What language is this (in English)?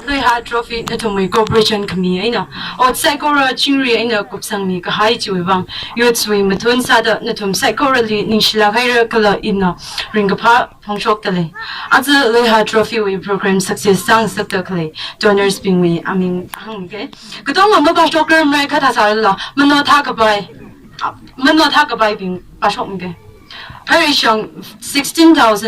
Tangkhul Naga (India)